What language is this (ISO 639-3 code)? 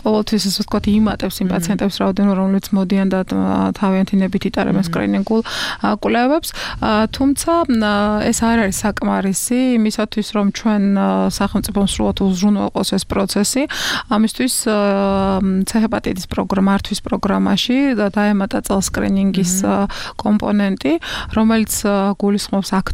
kat